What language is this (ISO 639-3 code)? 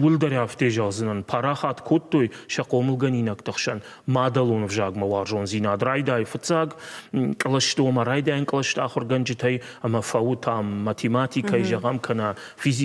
oss